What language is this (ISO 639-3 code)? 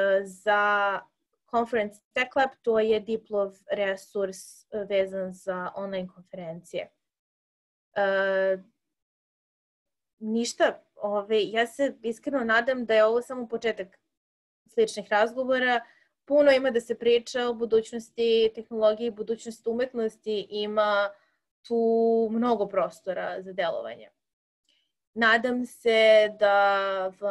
srp